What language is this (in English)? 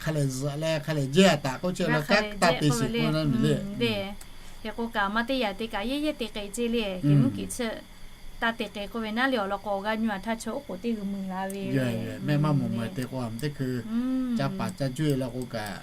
Lahu